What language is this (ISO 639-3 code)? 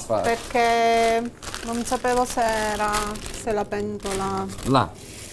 ita